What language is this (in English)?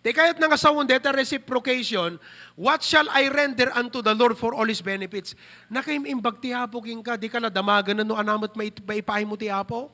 Iloko